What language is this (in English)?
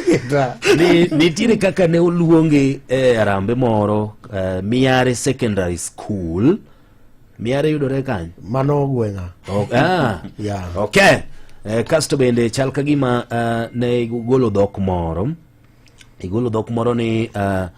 Luo (Kenya and Tanzania)